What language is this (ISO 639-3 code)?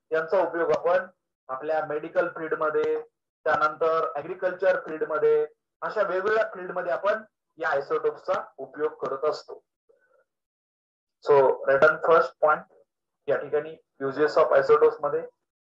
mar